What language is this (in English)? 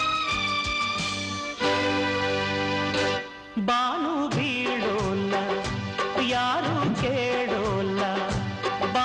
Kannada